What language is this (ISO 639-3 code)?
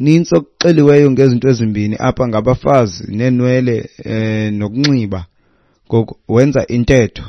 xho